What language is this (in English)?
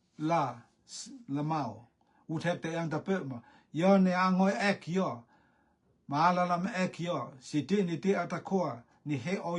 Rotuman